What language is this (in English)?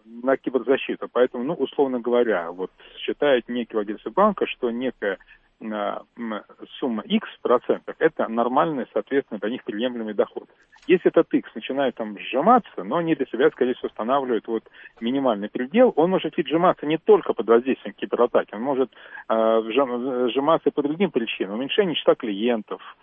Russian